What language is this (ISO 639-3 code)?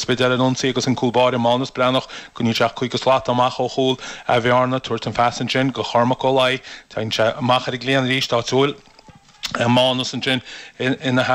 gle